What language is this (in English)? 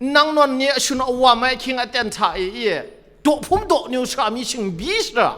Kachin